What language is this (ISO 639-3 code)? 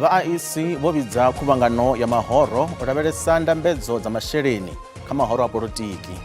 ven